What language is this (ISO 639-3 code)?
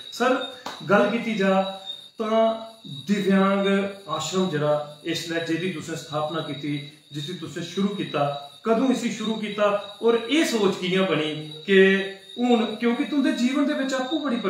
doi